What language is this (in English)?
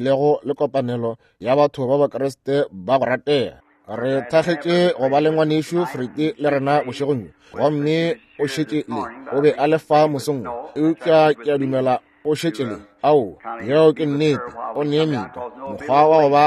Northern Sotho